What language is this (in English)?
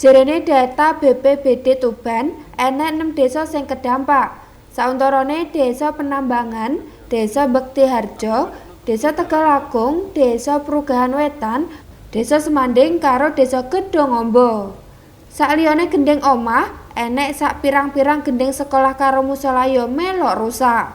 Javanese